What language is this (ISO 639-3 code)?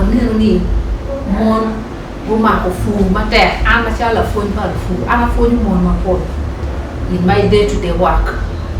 ach